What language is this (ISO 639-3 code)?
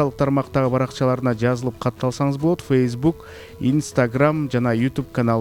kir